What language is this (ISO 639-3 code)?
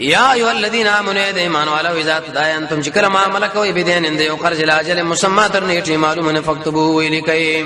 pus